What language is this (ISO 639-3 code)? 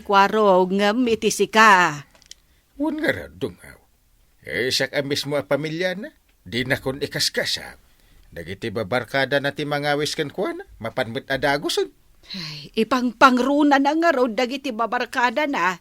ilo